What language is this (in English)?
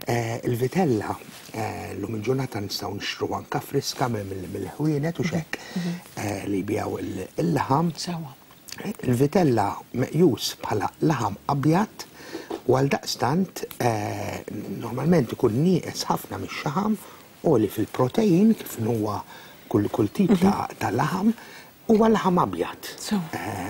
Maltese